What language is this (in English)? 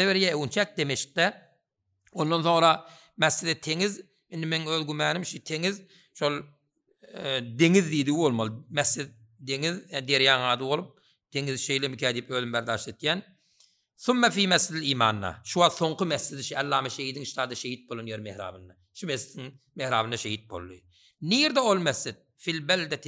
Turkmen